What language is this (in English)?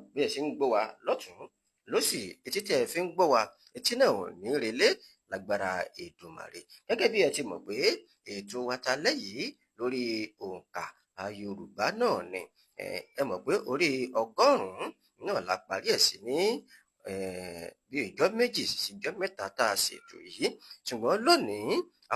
Yoruba